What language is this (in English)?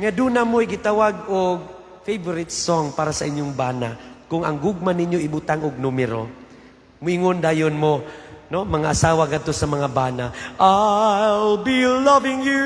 Cebuano